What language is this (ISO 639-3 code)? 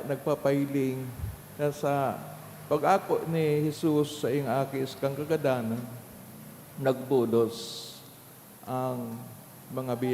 bik